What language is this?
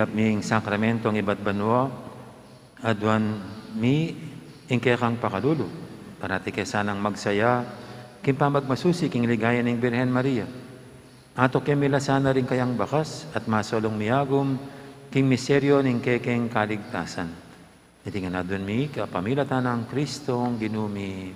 Pampanga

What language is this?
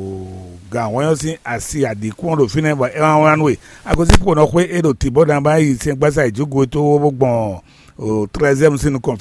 Fon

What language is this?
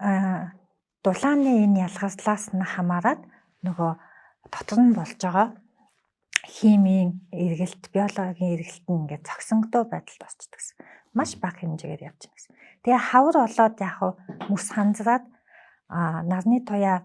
Mongolian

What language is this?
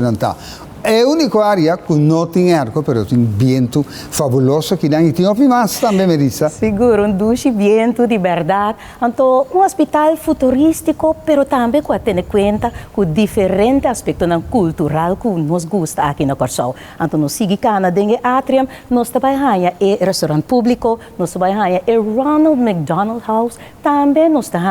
Papiamento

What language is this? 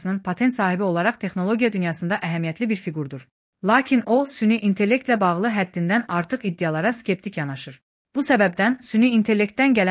Azerbaijani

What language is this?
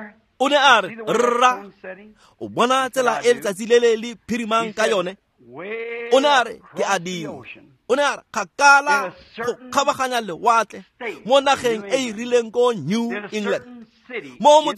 Tswana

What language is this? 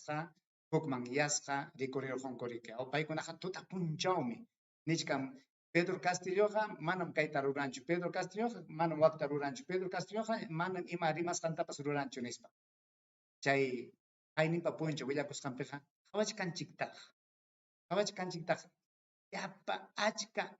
Ayacucho Quechua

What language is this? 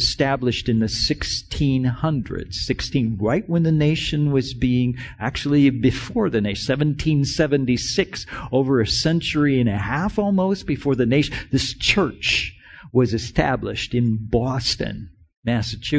English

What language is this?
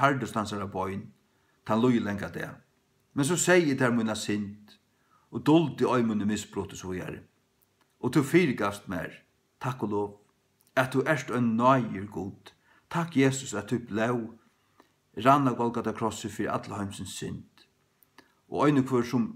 Faroese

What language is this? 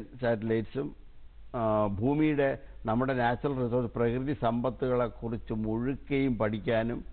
Malayalam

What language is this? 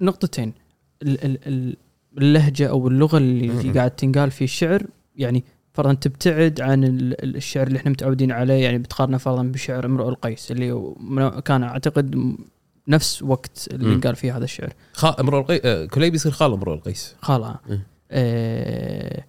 Gulf Arabic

